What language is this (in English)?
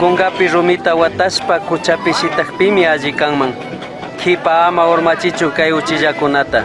Chimborazo Highland Quichua